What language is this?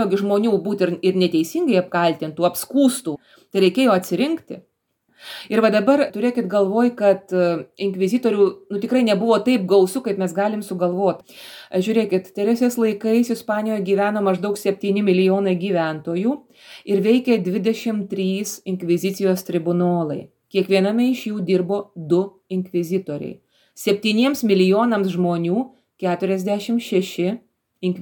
Lithuanian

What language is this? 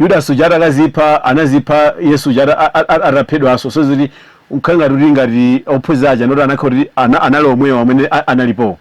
Nyanja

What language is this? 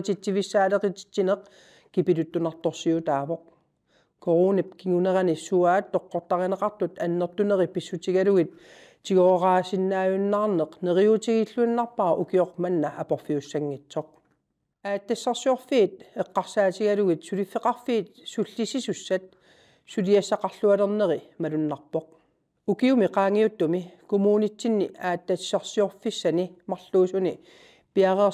Kalaallisut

